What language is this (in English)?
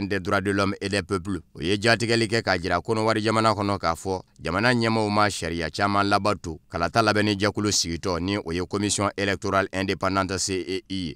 Bambara